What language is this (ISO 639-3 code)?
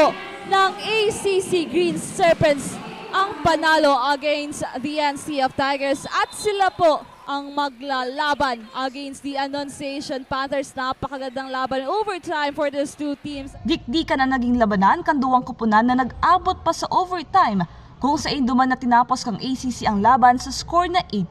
bik